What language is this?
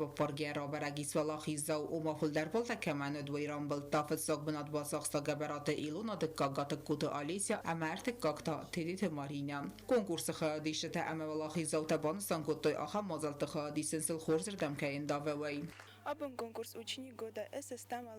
Ossetic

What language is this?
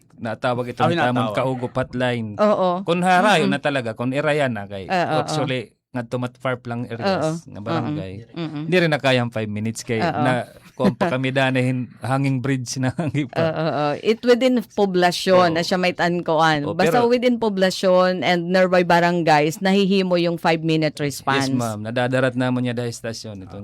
Waray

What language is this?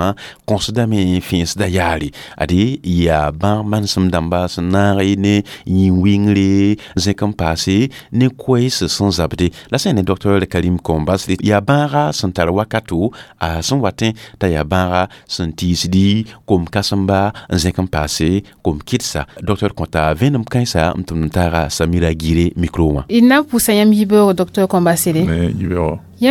Mossi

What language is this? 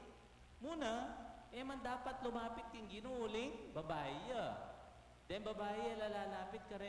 Pampanga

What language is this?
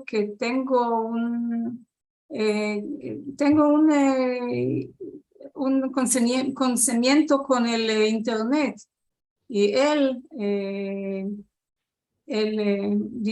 Ladino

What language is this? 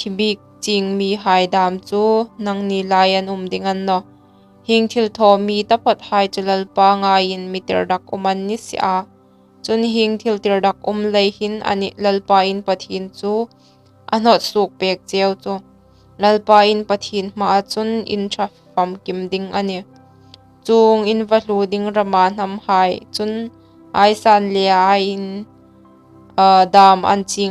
Hmar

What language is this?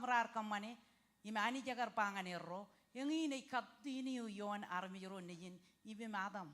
Marshallese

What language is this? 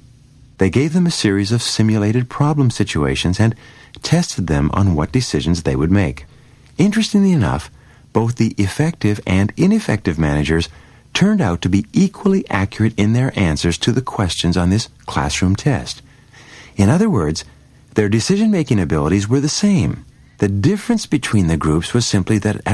English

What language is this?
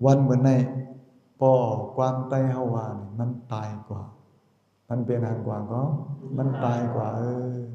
Shan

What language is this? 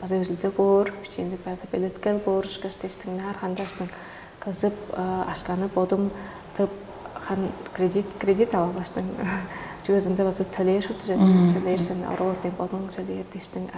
Tuvinian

